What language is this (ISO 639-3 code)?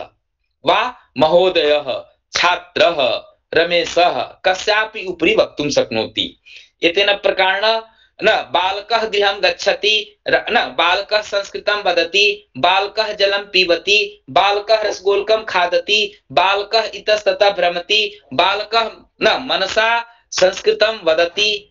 san